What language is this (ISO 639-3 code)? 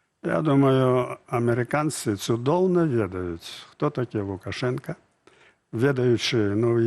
bel